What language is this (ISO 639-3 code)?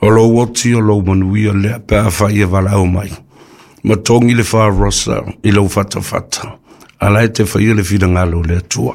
smo